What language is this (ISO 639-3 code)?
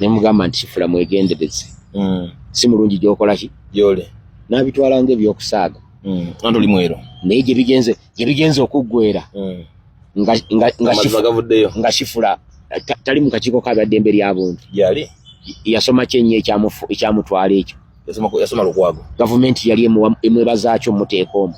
lug